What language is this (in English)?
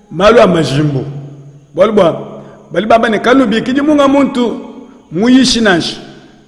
Luba-Lulua